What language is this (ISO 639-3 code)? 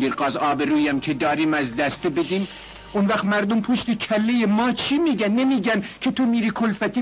fas